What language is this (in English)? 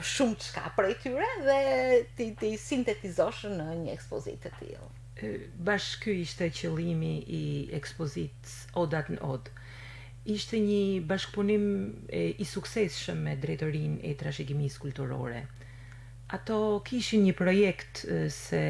Albanian